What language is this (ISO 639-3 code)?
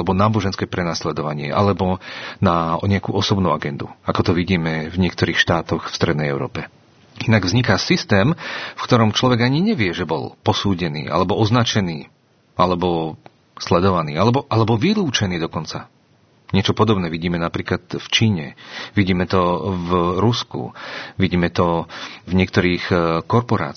slk